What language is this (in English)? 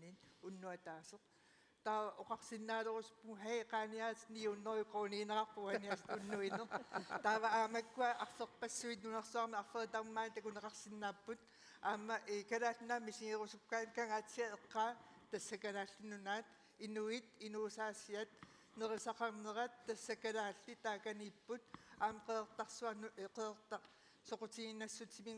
Kalaallisut